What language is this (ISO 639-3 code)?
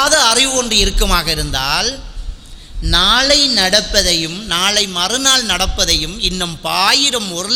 tam